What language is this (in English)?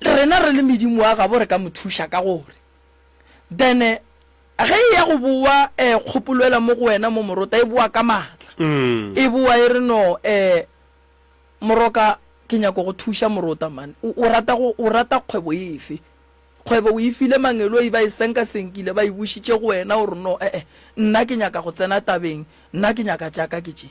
Northern Sotho